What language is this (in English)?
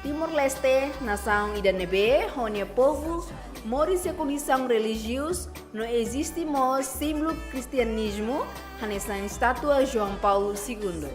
Tetum